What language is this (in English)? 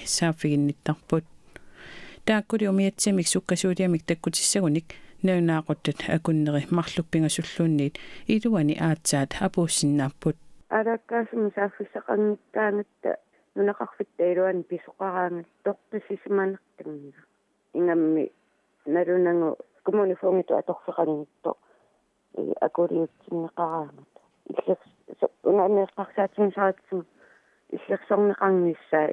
Kalaallisut